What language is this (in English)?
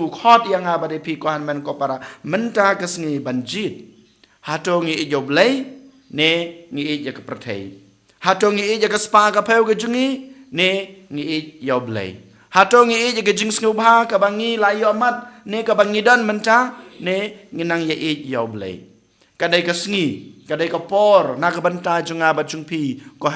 Khasi